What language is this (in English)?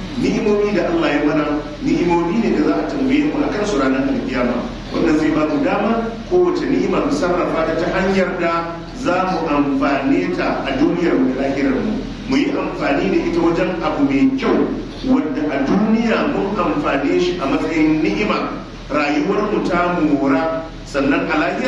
Hausa